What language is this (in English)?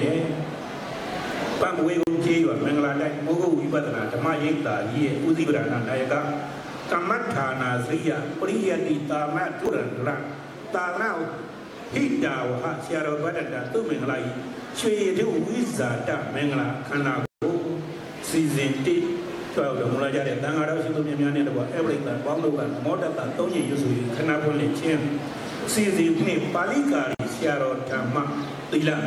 Burmese